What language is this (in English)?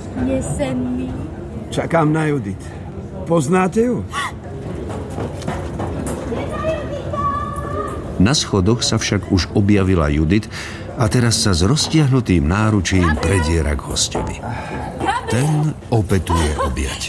Slovak